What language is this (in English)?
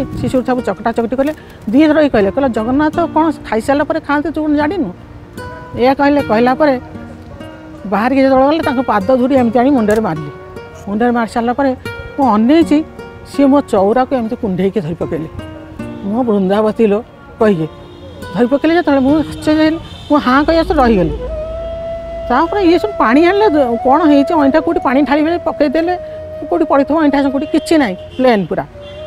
Odia